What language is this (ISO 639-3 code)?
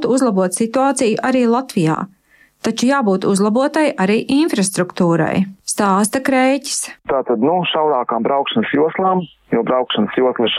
lav